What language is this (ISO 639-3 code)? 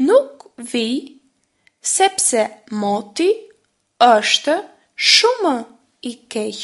sqi